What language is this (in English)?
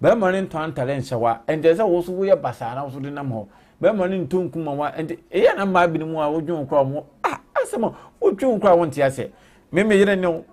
Akan